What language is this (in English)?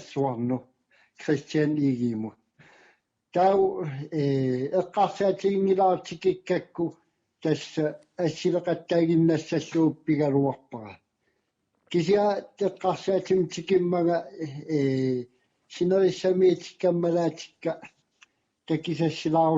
Kalaallisut